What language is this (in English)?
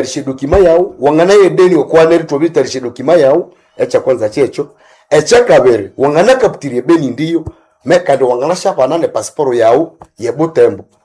Nande